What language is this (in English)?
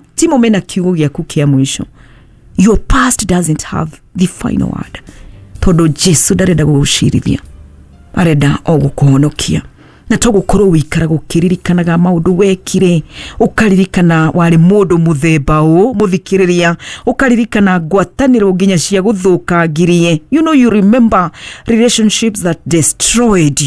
Kikuyu